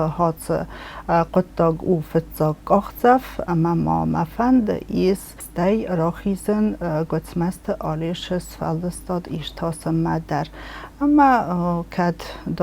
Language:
Ossetic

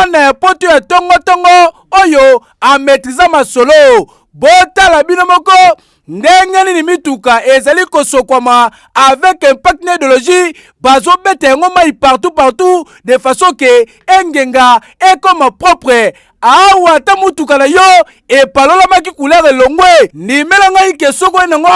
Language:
Lingala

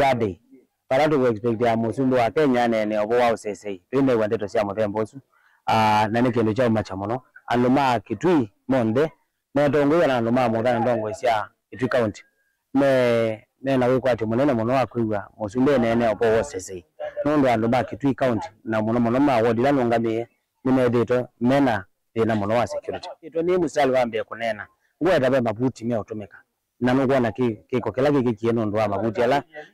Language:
Kamba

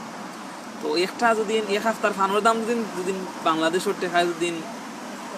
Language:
Sylheti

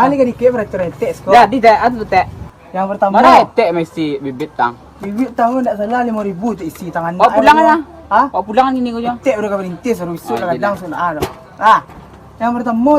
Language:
Minangkabau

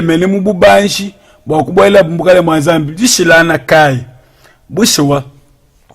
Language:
Luba-Lulua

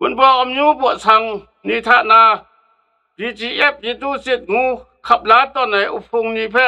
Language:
Kachin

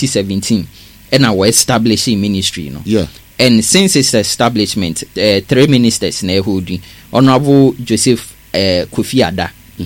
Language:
Akan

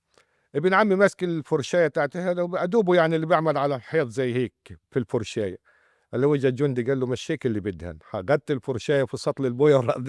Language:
North Levantine Arabic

